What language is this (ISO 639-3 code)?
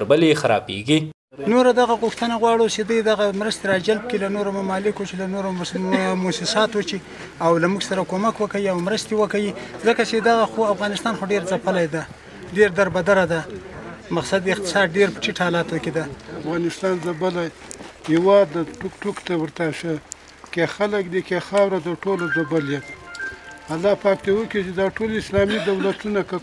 pus